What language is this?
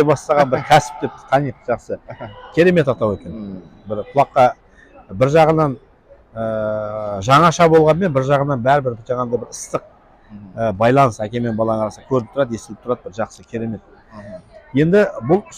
Kazakh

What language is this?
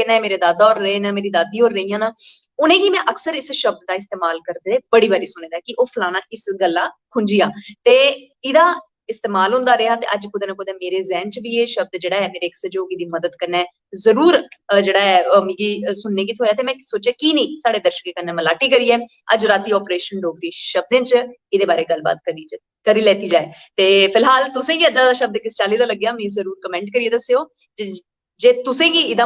Dogri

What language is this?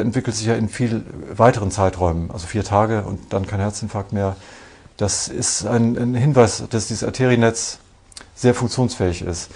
German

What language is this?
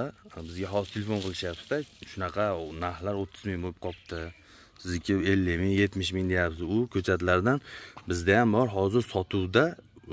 Uzbek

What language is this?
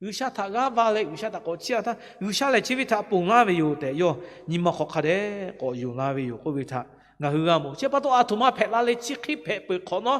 Lahu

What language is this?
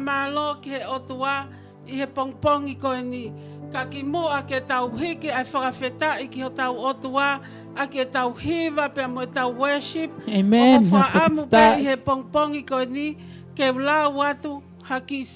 Tongan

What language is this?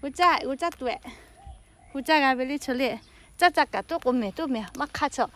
Lahu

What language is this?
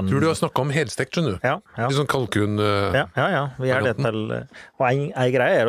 Norwegian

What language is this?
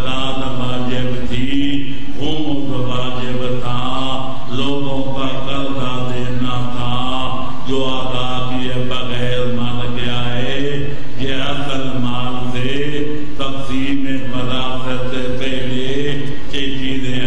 Urdu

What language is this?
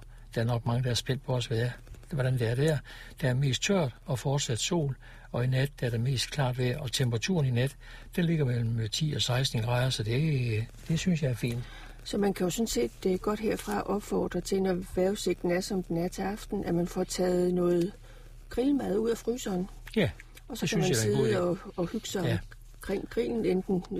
Danish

